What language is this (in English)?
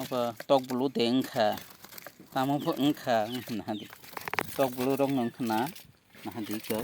Kok Borok